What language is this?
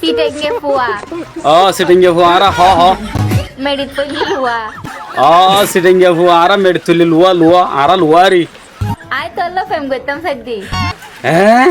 Rohingya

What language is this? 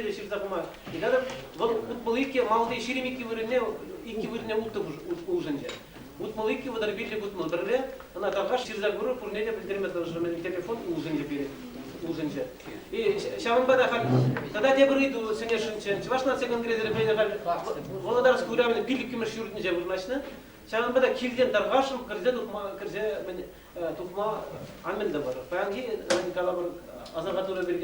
Chuvash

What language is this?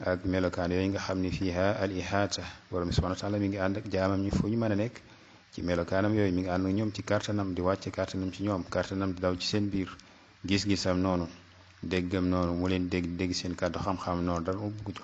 Wolof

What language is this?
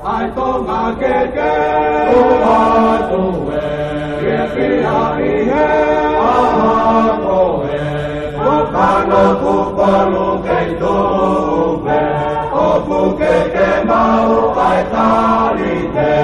Tongan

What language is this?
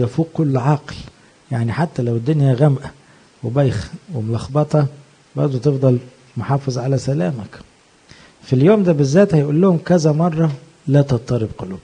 Egyptian Arabic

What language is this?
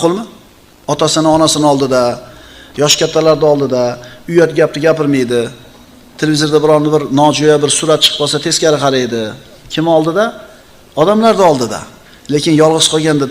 Uzbek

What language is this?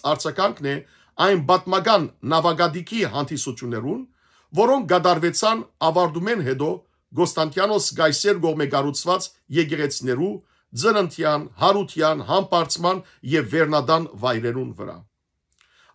Western Armenian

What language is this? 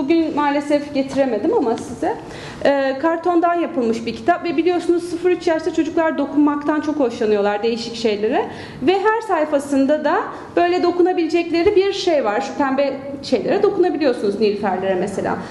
Turkish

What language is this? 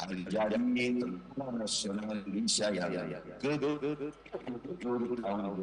Banjar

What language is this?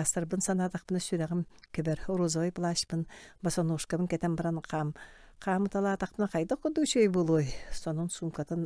Yakut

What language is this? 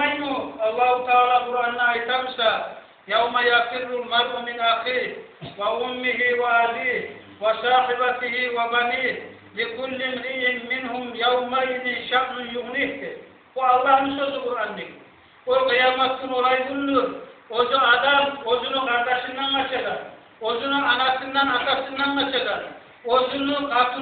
Kumyk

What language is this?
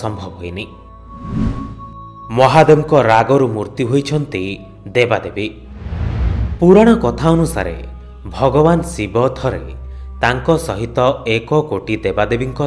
Odia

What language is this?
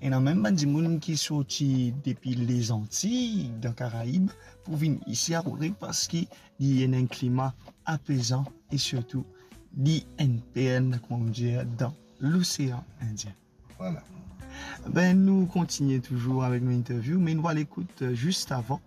Morisyen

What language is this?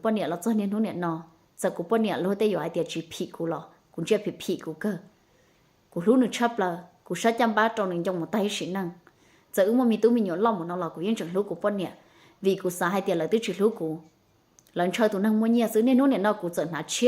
Hmong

